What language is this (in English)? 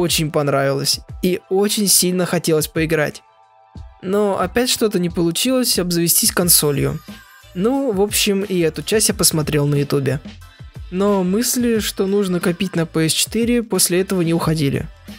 Russian